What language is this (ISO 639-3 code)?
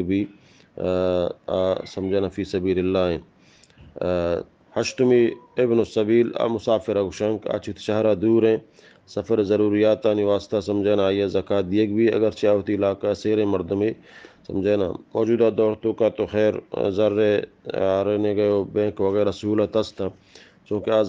bal